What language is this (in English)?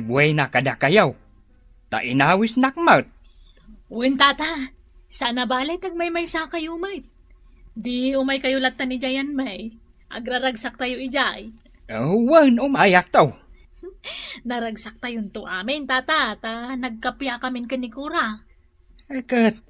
Iloko